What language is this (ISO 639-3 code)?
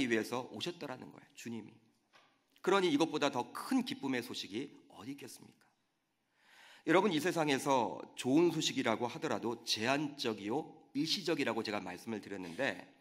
kor